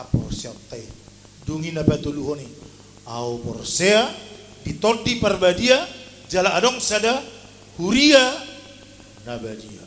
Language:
Batak Toba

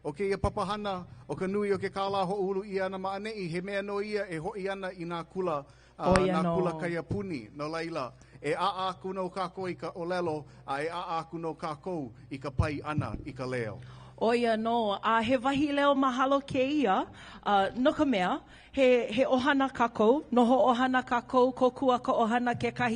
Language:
Hawaiian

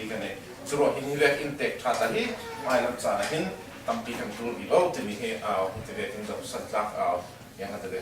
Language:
Falam Chin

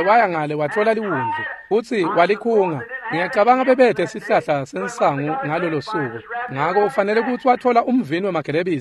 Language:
Swati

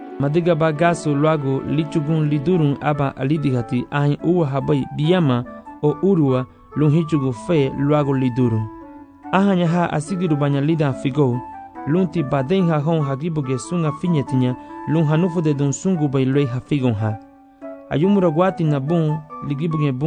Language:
Garifuna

